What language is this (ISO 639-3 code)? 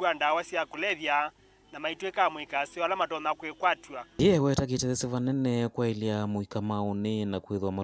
kam